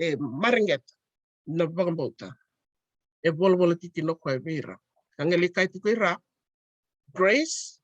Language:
Fijian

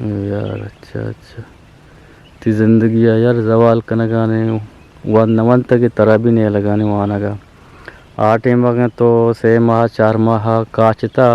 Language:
Eastern Balochi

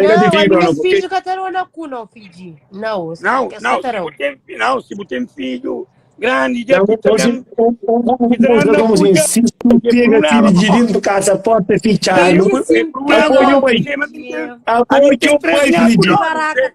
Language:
Kabuverdianu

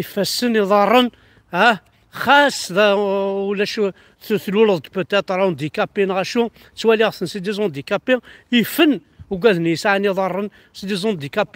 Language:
Kabyle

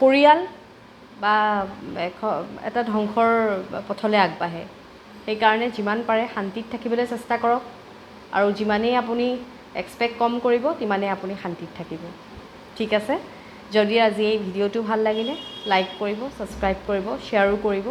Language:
Assamese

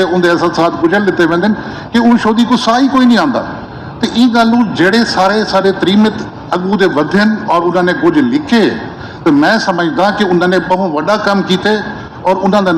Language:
Saraiki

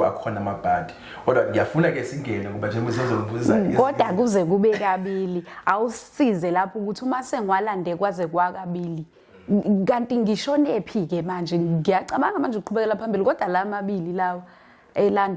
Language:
Zulu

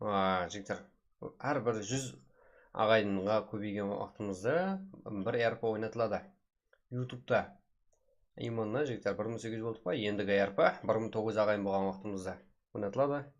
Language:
Kara-Kalpak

